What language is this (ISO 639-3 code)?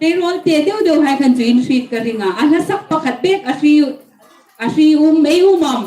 hmr